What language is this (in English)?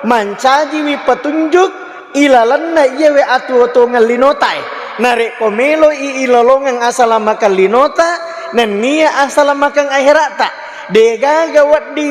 Buginese